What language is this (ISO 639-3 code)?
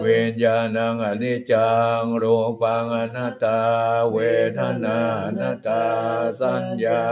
pli